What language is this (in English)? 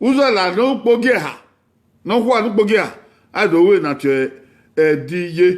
Bini